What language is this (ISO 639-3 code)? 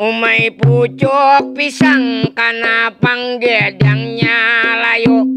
bjn